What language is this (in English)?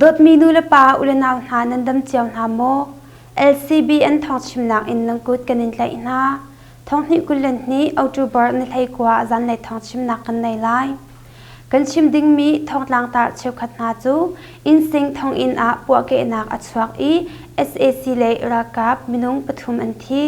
Hakha Chin